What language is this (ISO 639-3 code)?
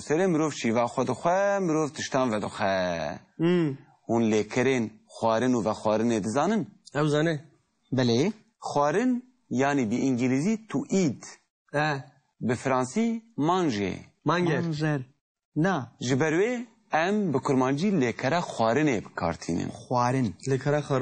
kur